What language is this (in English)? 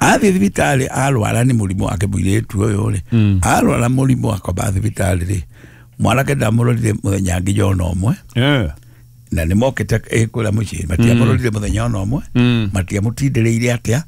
Kikuyu